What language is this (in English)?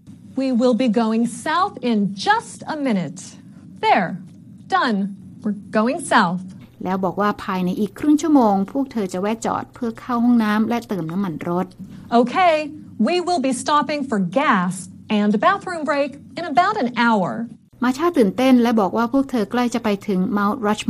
Thai